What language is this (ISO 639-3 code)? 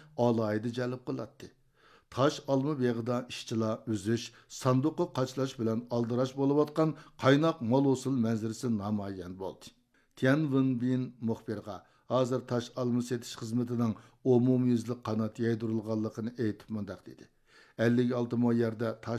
uig